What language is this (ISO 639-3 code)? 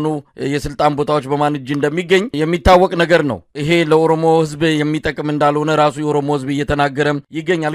amh